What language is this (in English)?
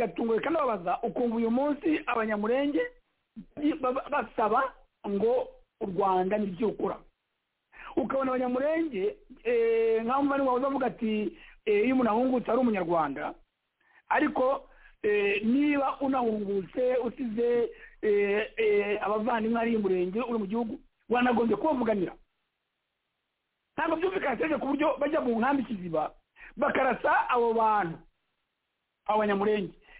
Kinyarwanda